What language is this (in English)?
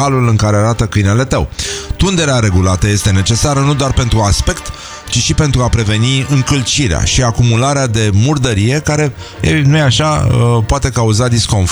Romanian